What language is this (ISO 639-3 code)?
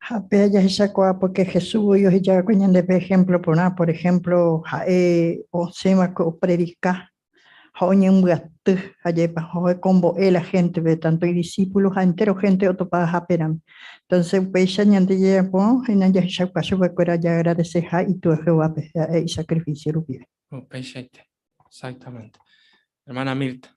grn